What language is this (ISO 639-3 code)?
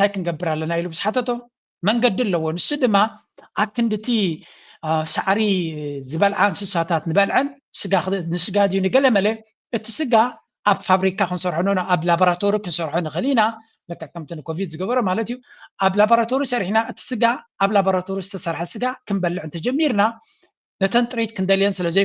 tir